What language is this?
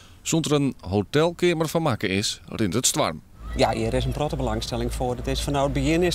Western Frisian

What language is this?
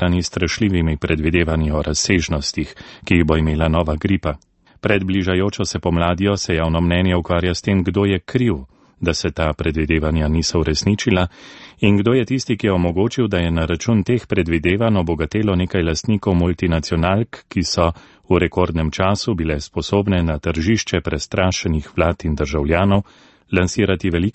Slovenian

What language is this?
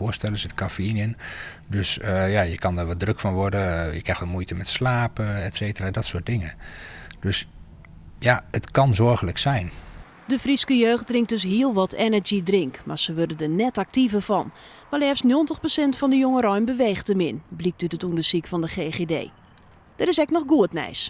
Western Frisian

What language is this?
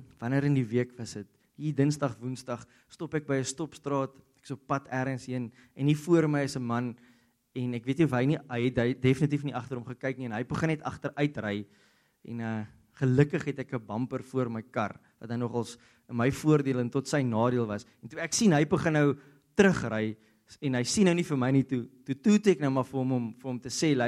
Afrikaans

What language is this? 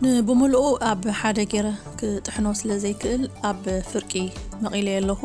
Tigrinya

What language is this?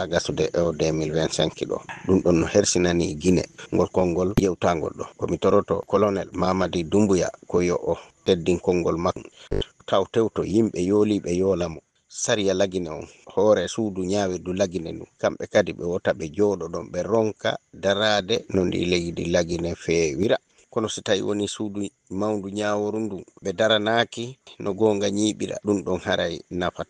Fula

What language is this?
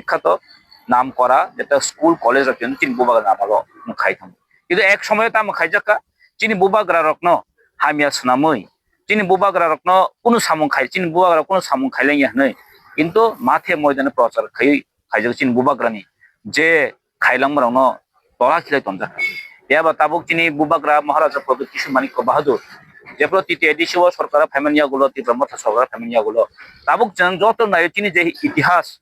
Kok Borok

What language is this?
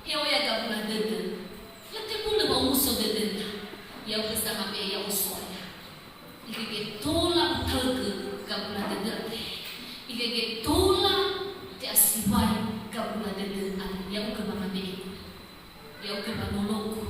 Nias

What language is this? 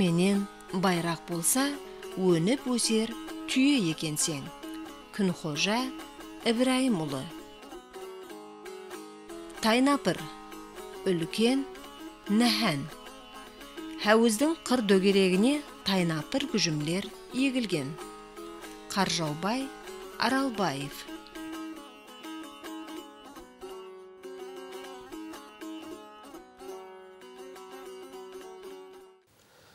Kara-Kalpak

